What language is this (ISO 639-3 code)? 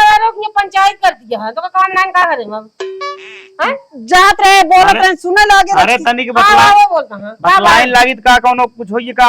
awa